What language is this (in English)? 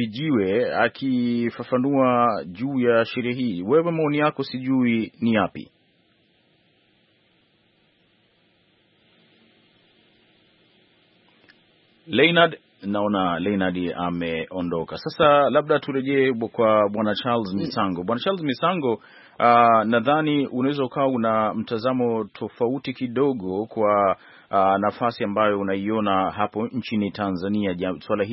Swahili